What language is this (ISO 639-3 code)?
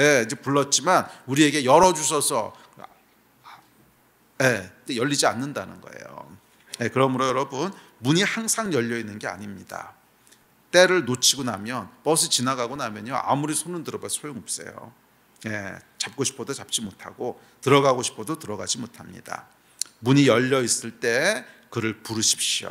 kor